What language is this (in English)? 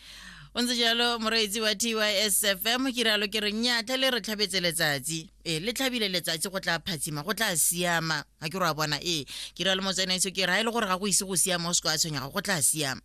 Tswana